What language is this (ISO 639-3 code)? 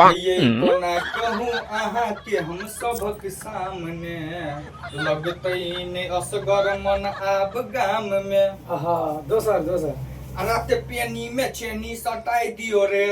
mai